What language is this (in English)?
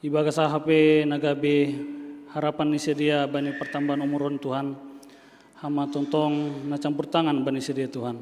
Batak Simalungun